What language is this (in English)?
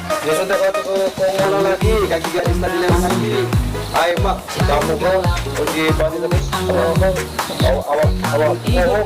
Musi